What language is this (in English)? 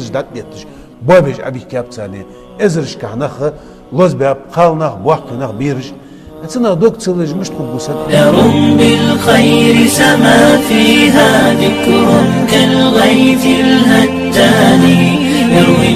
Chechen